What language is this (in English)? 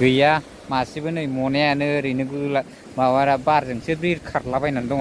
Bodo